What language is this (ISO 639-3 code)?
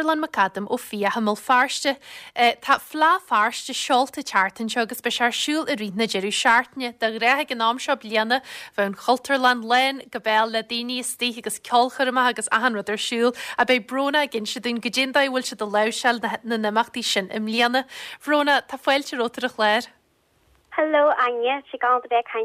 gle